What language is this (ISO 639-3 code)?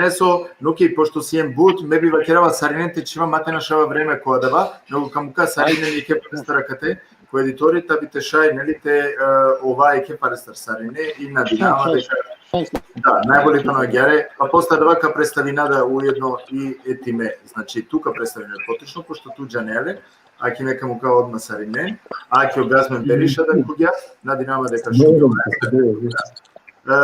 rmn